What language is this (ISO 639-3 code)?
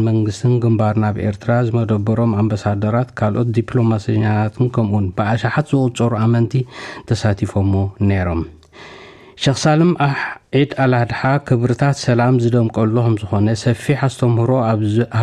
tir